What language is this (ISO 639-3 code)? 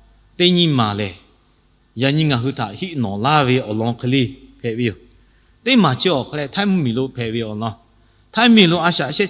lhu